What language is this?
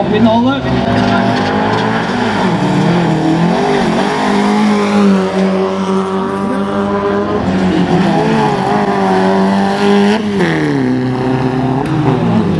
Norwegian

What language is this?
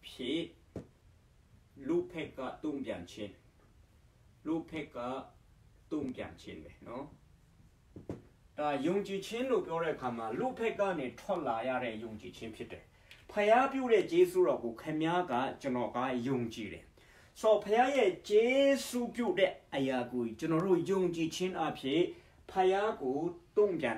Burmese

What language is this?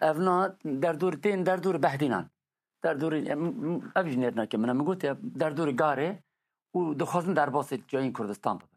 Kurdish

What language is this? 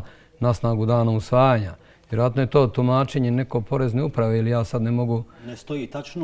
Bosnian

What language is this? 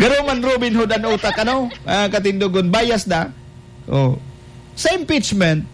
Bikol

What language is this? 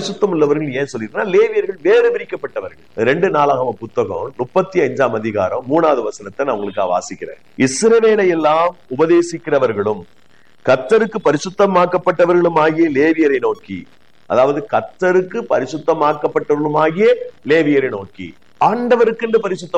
Tamil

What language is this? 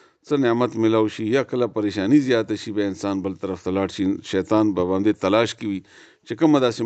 Pashto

